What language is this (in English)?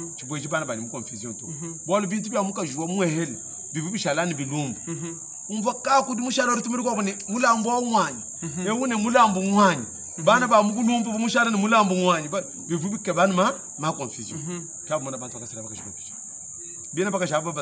Luba-Lulua